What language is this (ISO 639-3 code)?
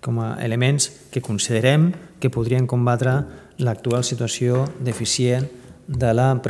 cat